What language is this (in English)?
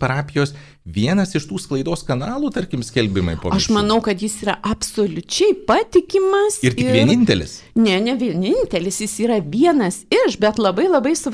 Lithuanian